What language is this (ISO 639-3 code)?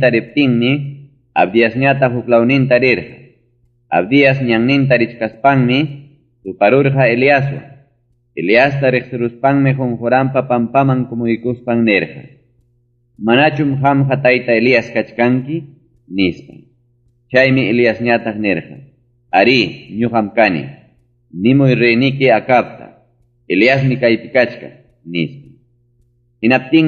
quy